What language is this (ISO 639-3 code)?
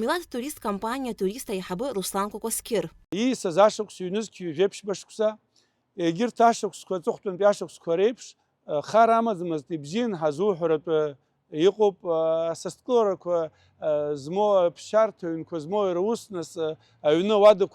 abk